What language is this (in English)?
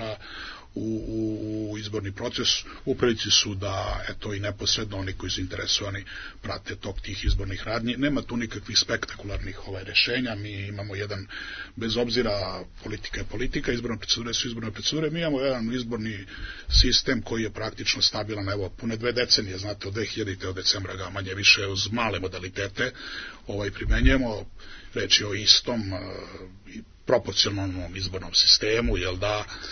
Serbian